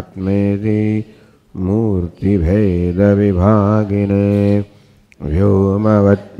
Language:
Gujarati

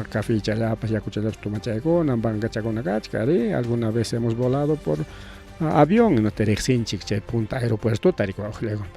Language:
Ayacucho Quechua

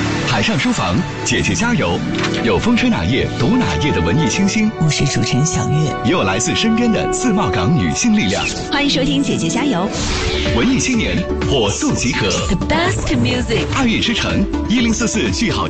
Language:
Chinese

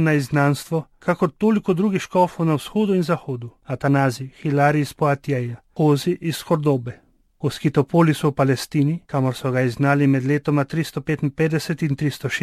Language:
Slovenian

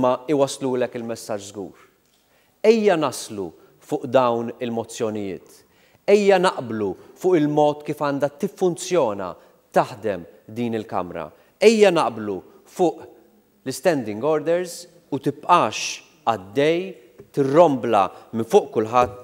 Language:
Maltese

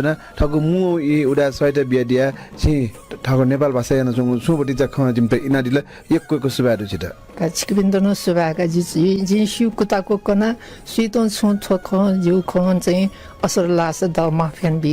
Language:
Newari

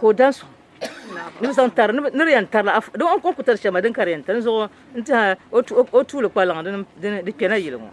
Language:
Dagbani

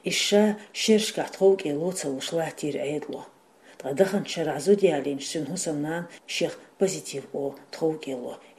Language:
Chechen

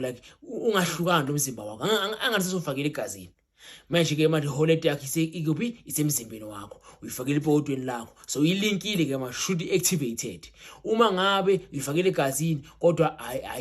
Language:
Zulu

